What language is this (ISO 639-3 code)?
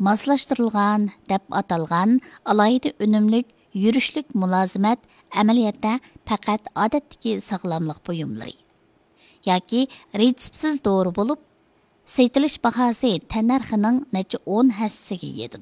uig